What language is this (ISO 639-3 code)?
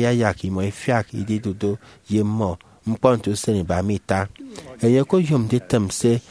efi